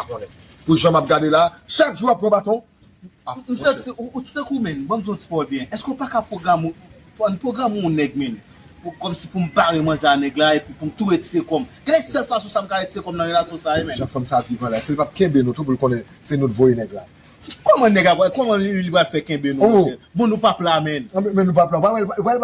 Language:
Haitian Creole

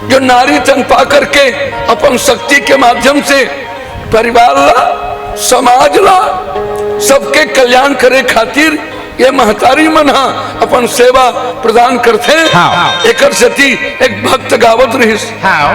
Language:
Chhattisgarhi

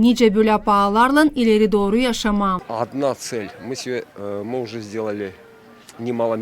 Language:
Gagauz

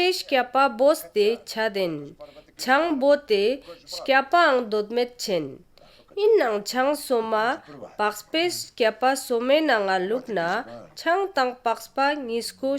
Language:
Ladakhi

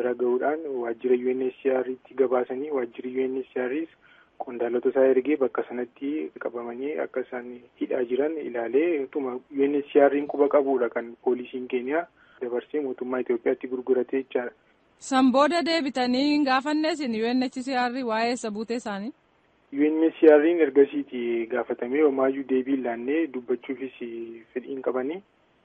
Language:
Oromo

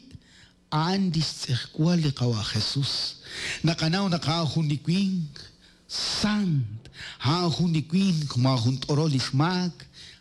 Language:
Kekchí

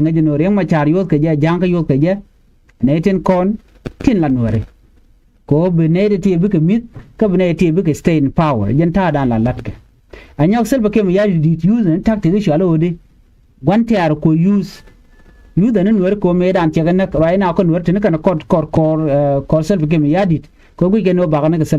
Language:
Nuer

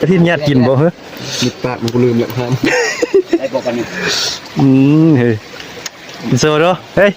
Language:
Northeastern Thai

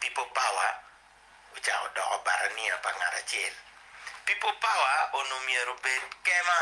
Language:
Acoli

